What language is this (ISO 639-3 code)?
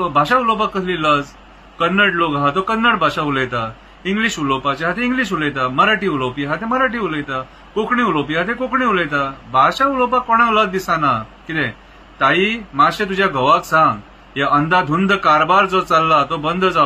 kok